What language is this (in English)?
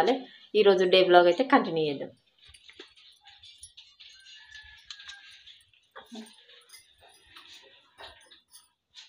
Telugu